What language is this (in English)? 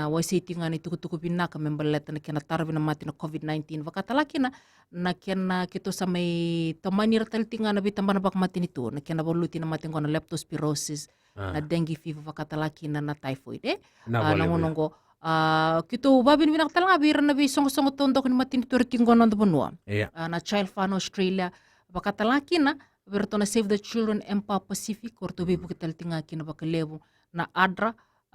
Fijian